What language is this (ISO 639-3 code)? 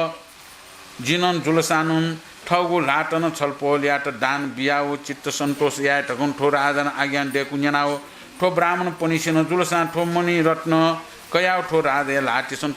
new